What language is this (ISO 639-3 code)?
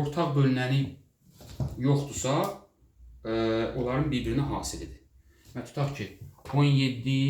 aze